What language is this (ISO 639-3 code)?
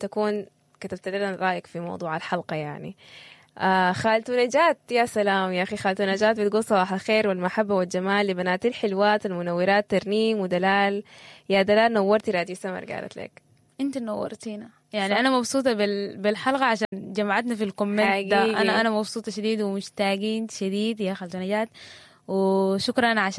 apd